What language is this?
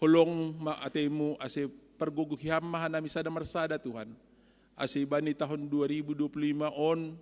Batak Simalungun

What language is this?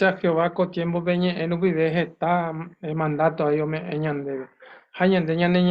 Guarani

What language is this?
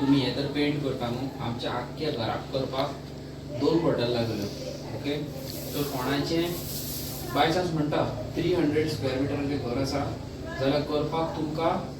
Konkani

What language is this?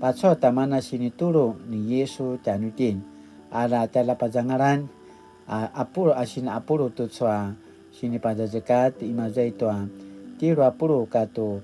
Paiwan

